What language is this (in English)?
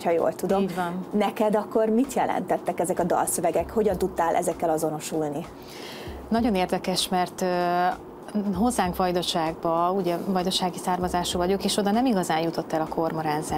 Hungarian